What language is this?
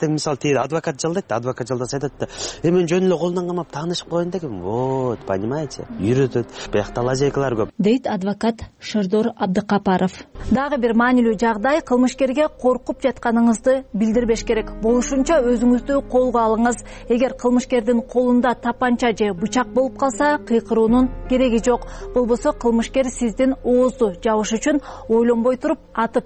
Kyrgyz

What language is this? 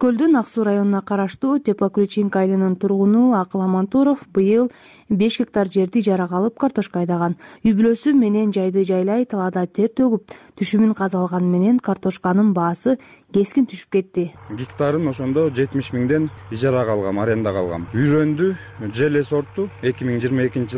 Kyrgyz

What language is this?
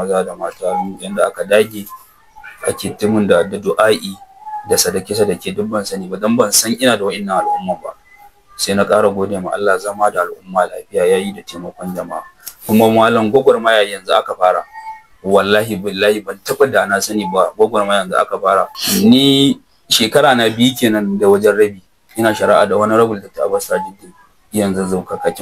Hausa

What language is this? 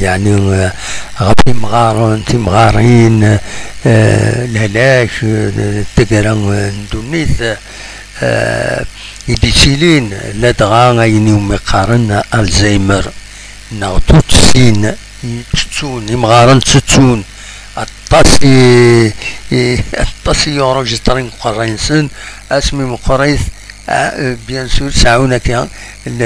Kabyle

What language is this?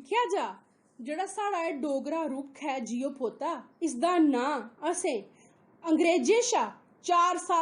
Dogri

